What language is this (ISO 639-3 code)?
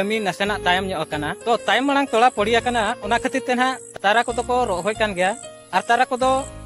sat